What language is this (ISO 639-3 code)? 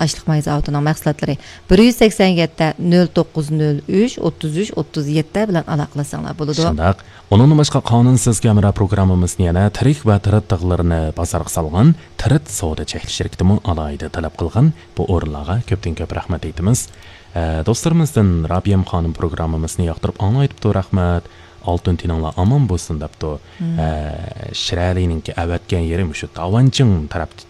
uig